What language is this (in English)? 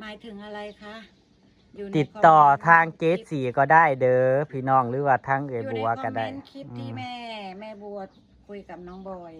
Northeastern Thai